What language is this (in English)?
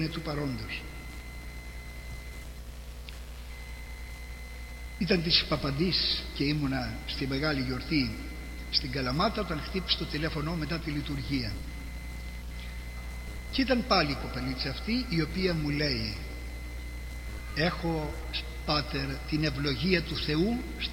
Greek